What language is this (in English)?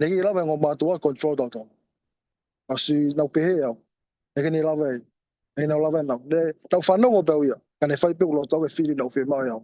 Tongan